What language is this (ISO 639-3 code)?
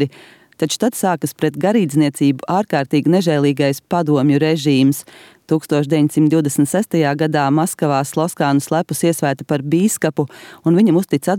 lav